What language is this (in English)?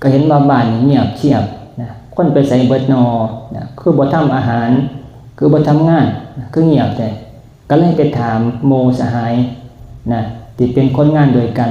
Northeastern Thai